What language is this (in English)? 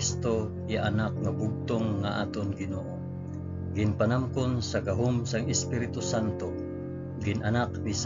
Hiligaynon